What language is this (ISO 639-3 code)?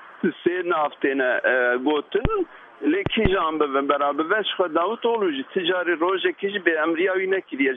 kur